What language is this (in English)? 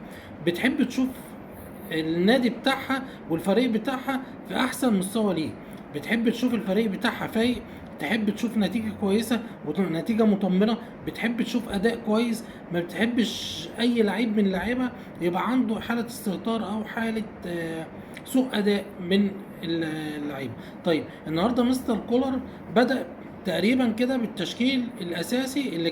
Egyptian Arabic